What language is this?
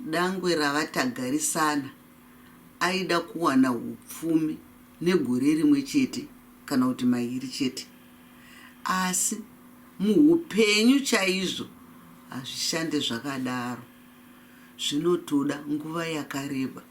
Shona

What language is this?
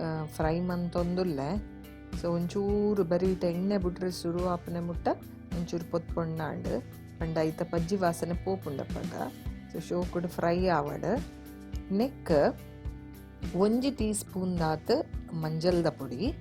Tulu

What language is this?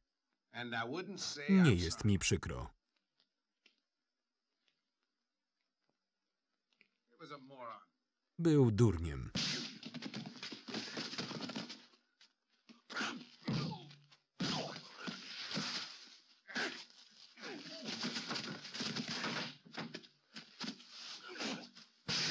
Polish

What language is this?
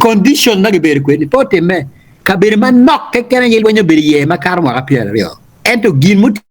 Acoli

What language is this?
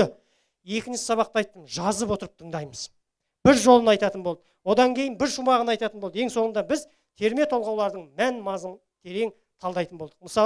Kazakh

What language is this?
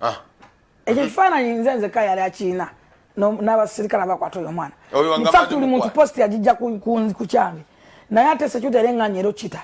Ganda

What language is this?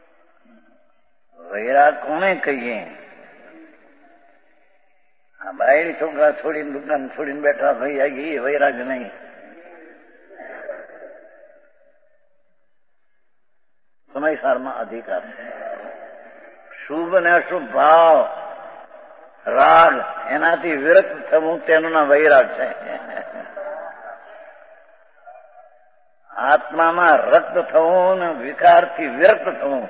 Gujarati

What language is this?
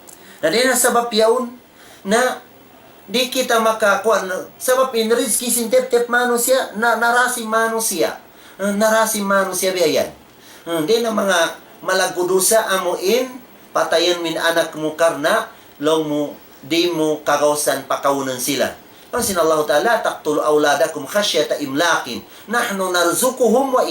Tausug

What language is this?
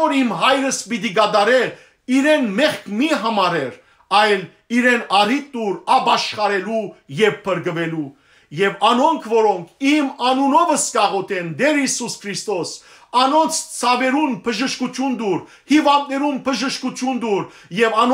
Western Armenian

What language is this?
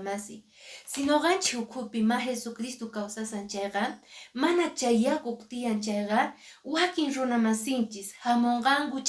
Quechua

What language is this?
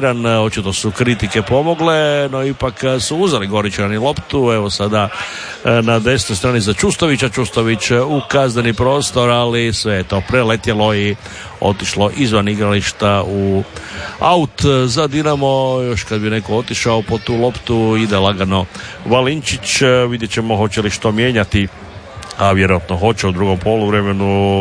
Croatian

